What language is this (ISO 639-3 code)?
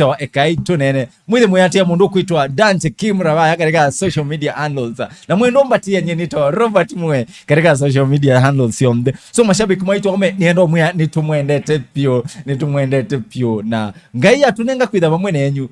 kam